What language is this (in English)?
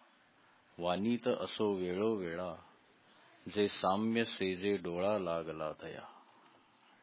Marathi